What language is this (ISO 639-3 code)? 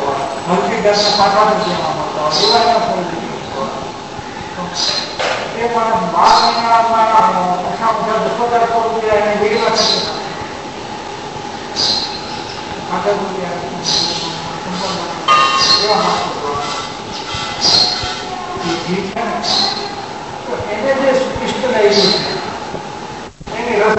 guj